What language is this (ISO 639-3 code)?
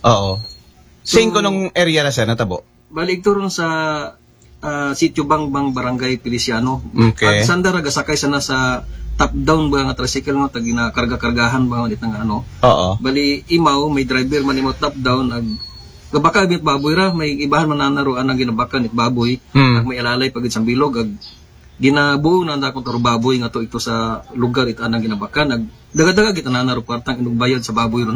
akl